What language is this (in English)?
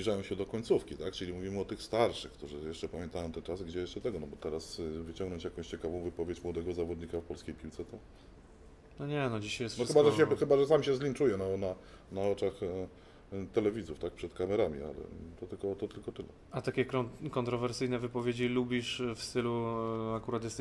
Polish